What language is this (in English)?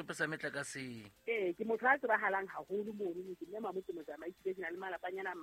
Southern Sotho